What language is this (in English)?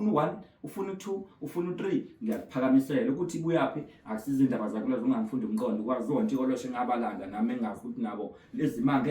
Zulu